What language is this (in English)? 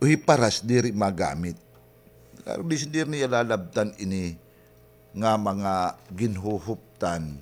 Waray